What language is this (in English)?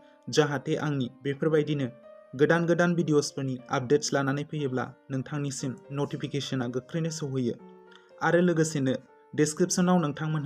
Bodo